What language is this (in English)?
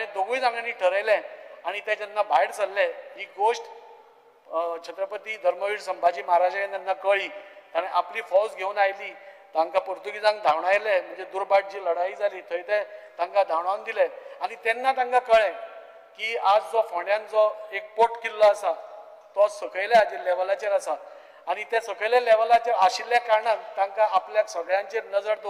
Konkani